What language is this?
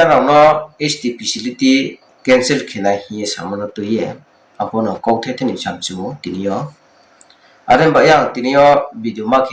Riang (India)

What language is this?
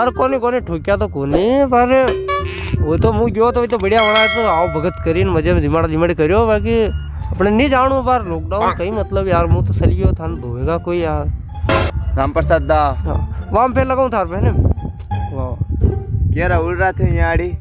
Rajasthani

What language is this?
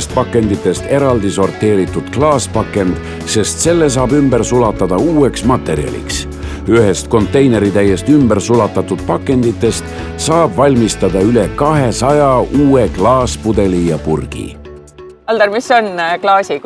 Estonian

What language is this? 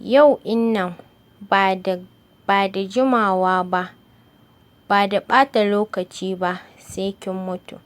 Hausa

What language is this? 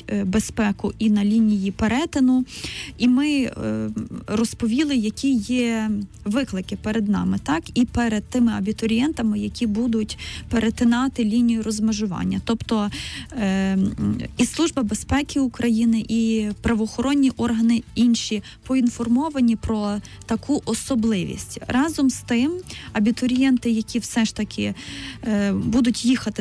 Ukrainian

